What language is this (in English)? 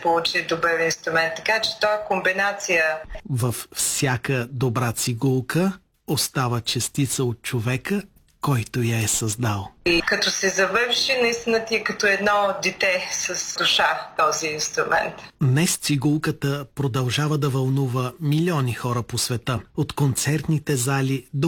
Bulgarian